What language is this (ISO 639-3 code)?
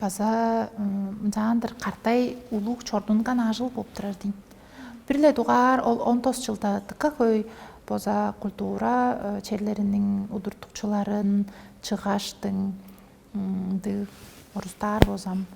tyv